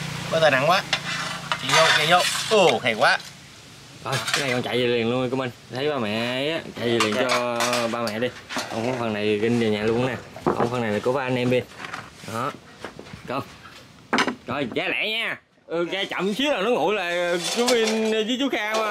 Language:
Vietnamese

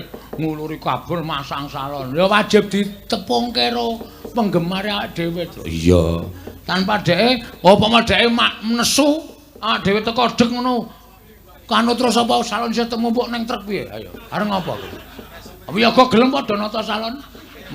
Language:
Javanese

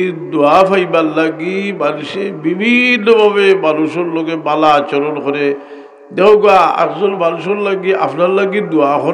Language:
Sylheti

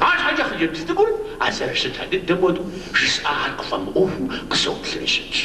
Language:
Kabardian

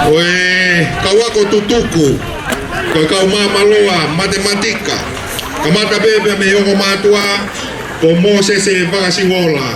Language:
Tongan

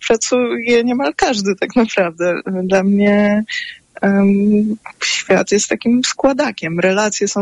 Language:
Polish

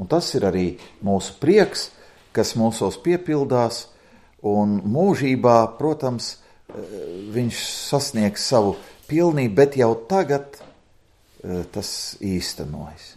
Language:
Latvian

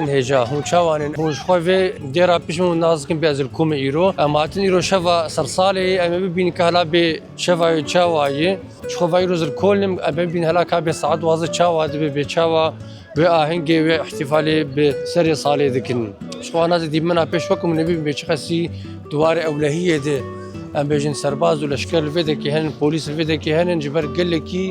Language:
Kurdish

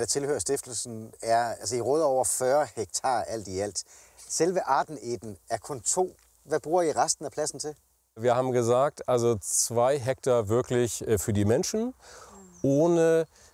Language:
Danish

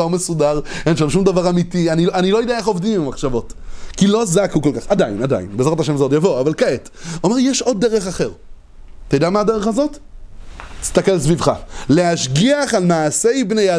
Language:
Hebrew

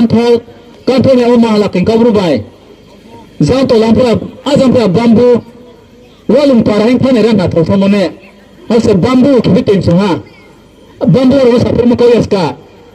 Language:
Riang (India)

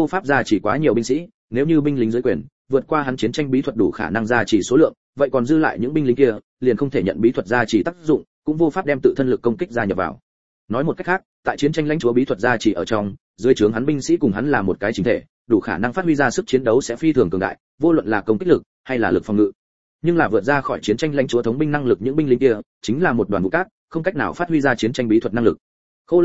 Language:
Vietnamese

